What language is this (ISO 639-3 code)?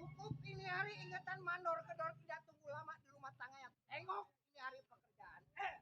bew